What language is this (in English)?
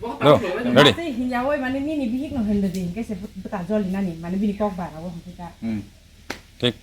Kok Borok